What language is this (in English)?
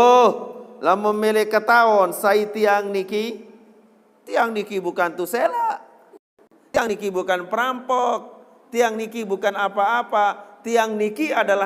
Sasak